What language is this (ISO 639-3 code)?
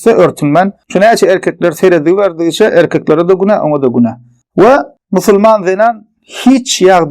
tuk